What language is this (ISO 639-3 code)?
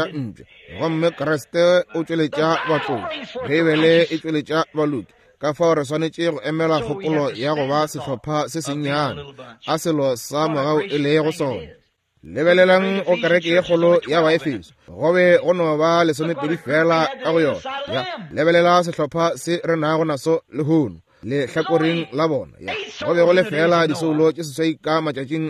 nso